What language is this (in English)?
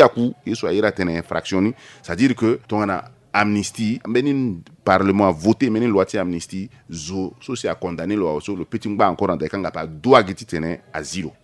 Sango